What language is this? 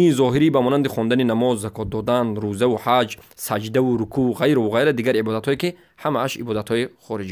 Tajik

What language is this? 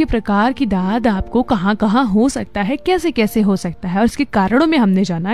Hindi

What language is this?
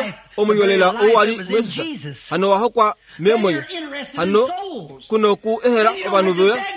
Kuanyama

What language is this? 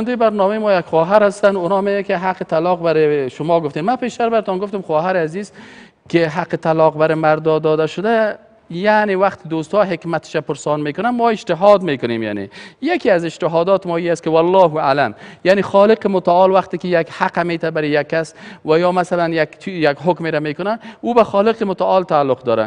Persian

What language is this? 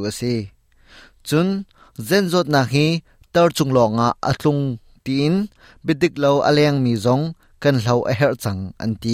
Hakha Chin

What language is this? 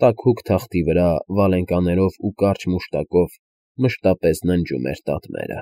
Armenian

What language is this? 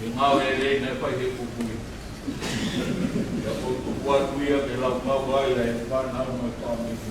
Tongan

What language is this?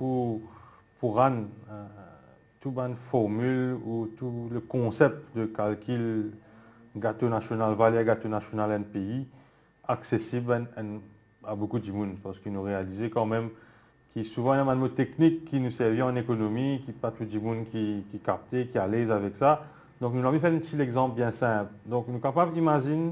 Morisyen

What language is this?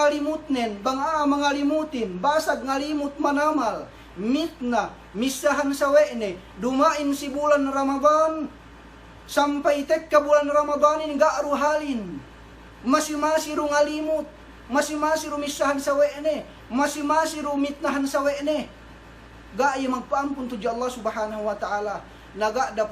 Yakan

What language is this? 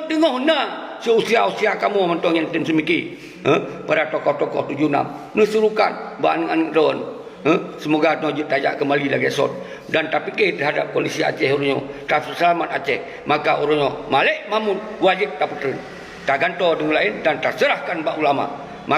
Achinese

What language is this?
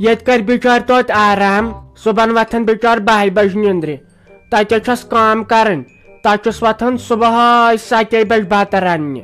Kashmiri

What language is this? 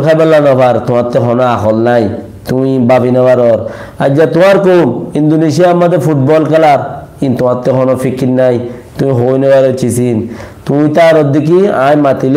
Rohingya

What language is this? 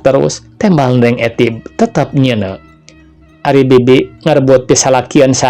Sundanese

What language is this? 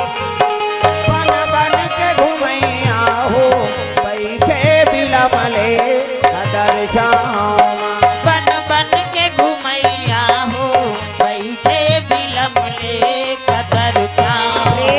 Chhattisgarhi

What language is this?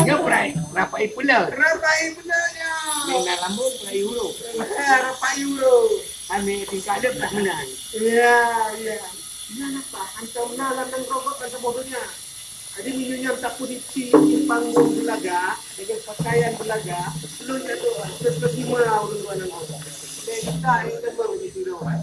Achinese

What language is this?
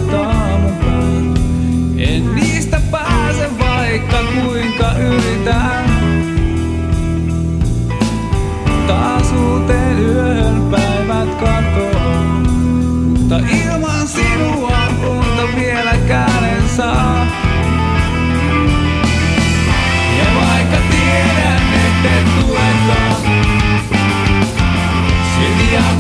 Finnish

